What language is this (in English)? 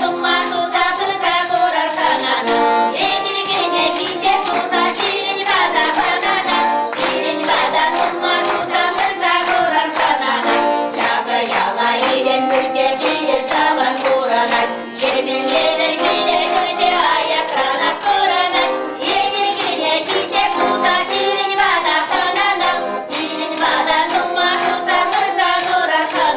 Chuvash